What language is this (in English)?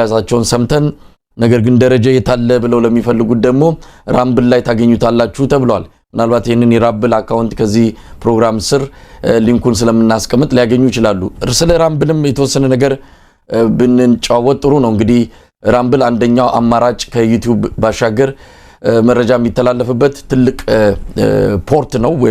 Amharic